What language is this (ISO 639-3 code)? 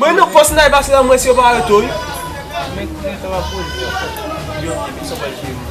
hat